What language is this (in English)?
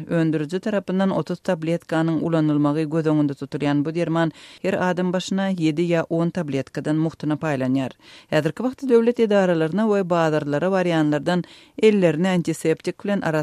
Turkmen